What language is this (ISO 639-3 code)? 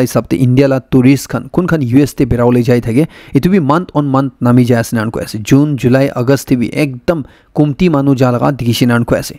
nag